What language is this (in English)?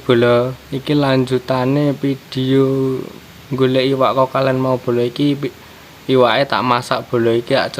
Javanese